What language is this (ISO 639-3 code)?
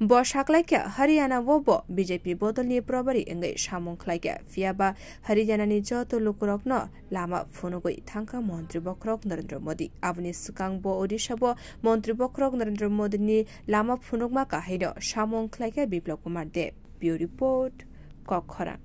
trp